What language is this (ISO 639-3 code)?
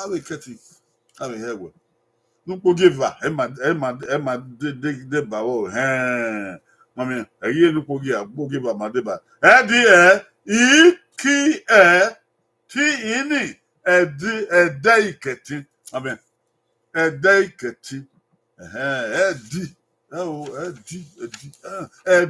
bin